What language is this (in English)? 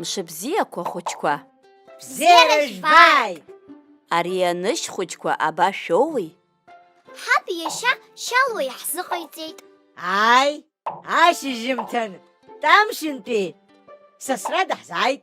Abkhazian